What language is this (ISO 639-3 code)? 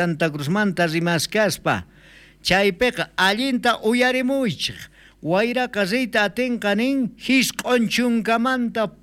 quh